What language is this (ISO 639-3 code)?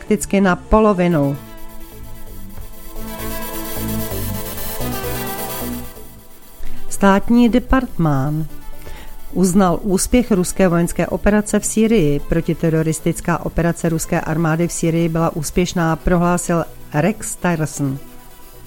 ces